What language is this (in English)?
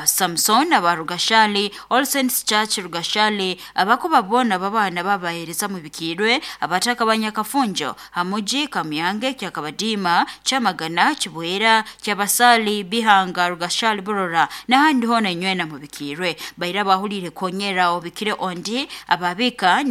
Nyoro